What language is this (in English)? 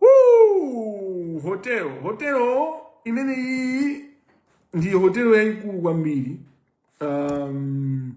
Nyanja